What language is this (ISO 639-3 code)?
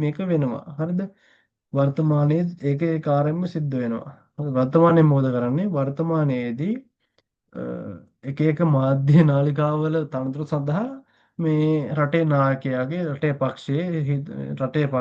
sin